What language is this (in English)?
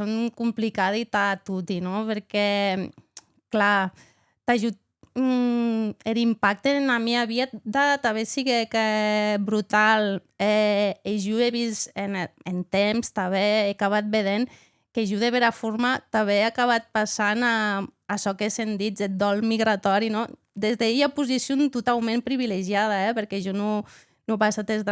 Occitan